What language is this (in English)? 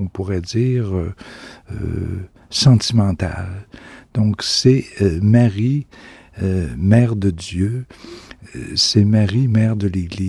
French